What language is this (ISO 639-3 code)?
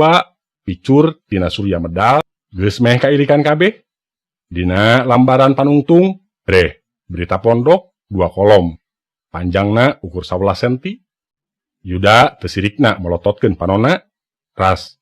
sun